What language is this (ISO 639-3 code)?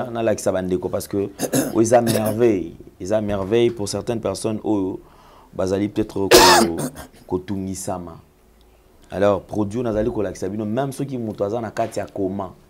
lin